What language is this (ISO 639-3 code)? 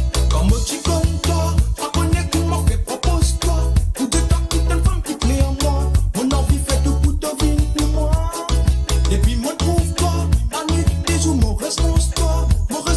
mfe